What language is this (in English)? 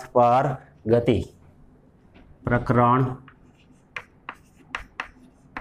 Gujarati